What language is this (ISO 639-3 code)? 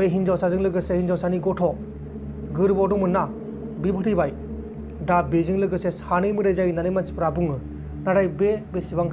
brx